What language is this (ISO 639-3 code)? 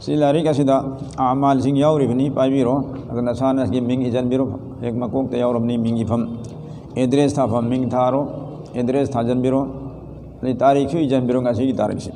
mni